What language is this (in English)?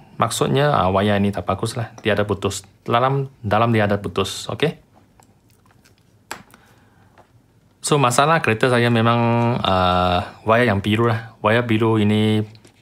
Malay